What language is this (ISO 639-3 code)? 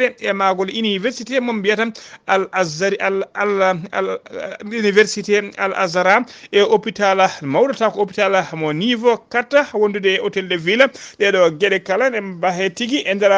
ful